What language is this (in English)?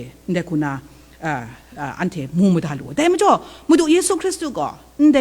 Kachin